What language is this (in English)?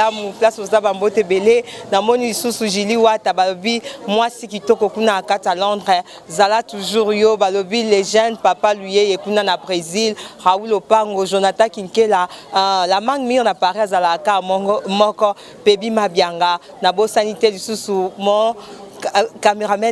Lingala